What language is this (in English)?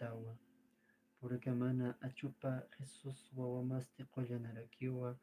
Aymara